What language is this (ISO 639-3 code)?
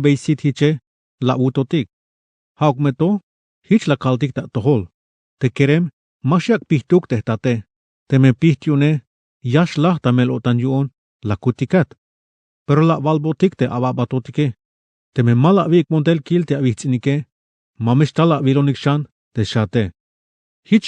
tzh